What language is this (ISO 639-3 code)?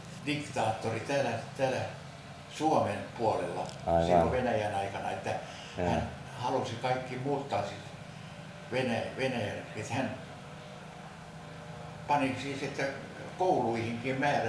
fin